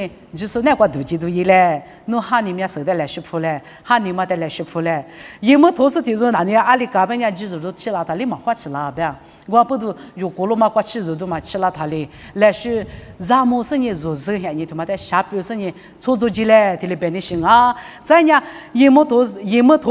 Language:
Lisu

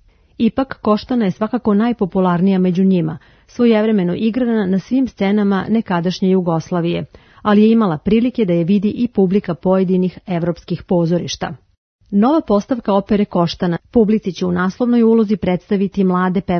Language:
Serbian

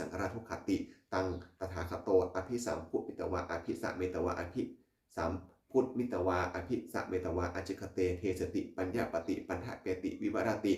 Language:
Pali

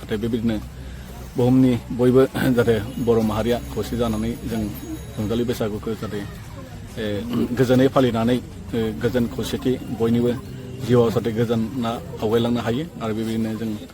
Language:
Bodo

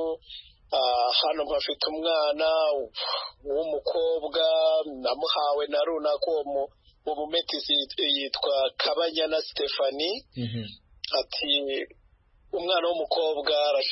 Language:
Kinyarwanda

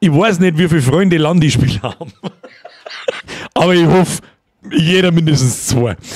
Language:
Bavarian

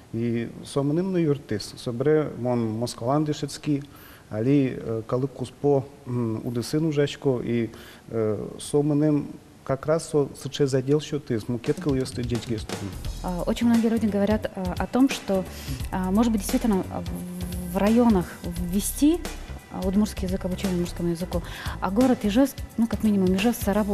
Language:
Udmurt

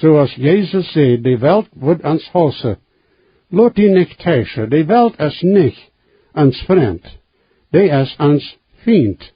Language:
Plautdietsch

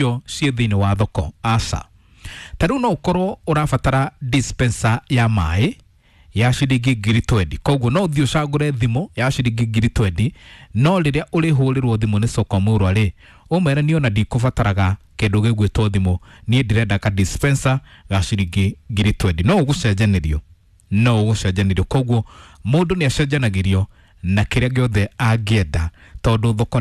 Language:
Kikuyu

